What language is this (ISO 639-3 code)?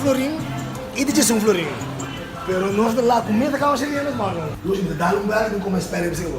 pap